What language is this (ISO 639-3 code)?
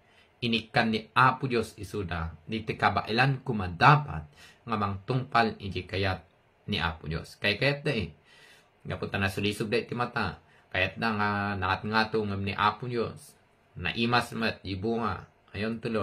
ilo